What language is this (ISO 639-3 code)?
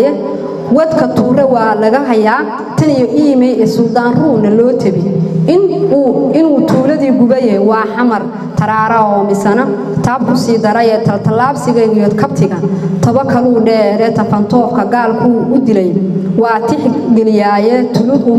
som